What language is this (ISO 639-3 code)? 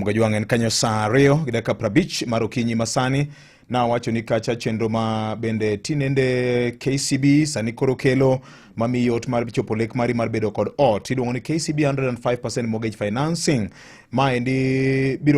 luo